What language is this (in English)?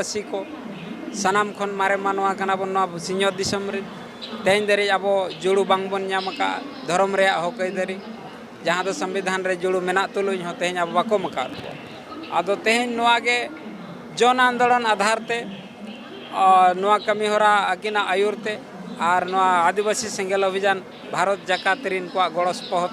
Santali